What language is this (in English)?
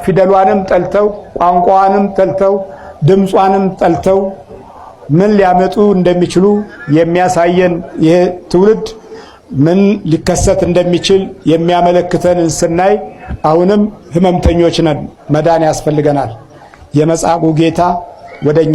Amharic